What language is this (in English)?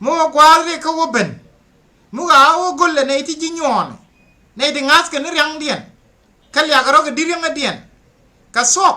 Nuer